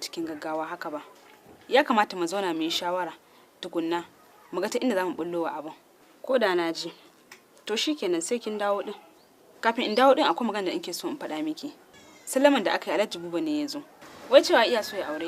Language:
Hausa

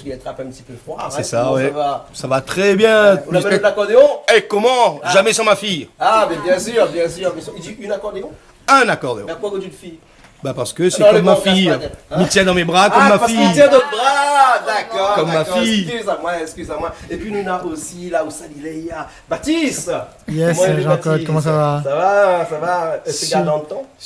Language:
Réunion Creole French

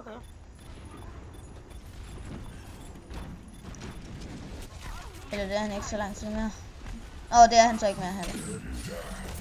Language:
Danish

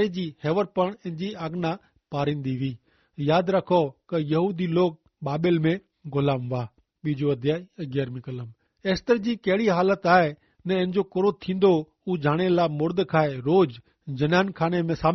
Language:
Kachhi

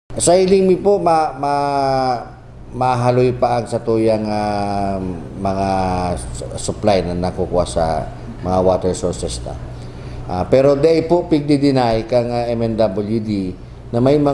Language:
Bikol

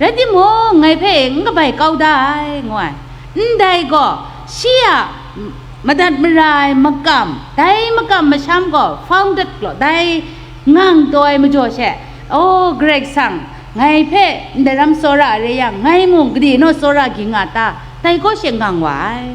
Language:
Kachin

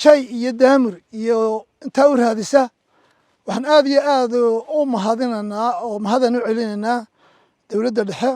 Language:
Somali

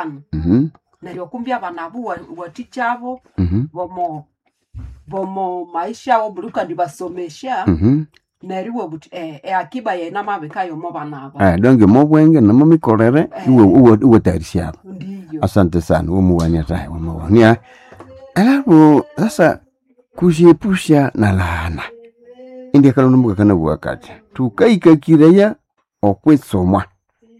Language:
Nande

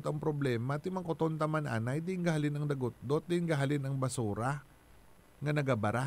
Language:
Hiligaynon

